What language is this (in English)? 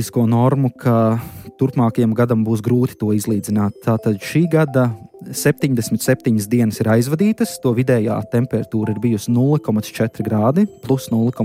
Latvian